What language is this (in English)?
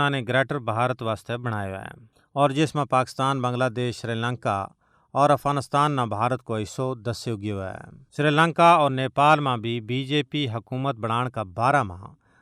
Gujari